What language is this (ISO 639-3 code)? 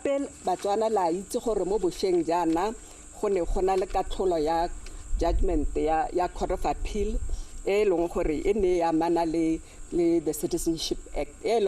tsn